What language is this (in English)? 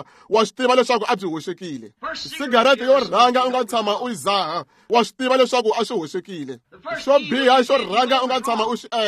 Tsonga